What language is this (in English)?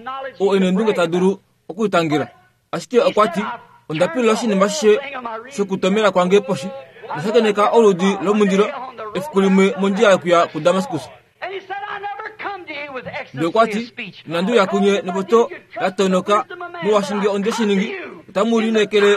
Kuanyama